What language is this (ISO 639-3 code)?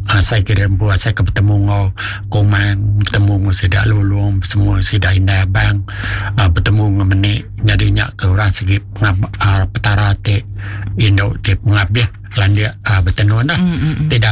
iba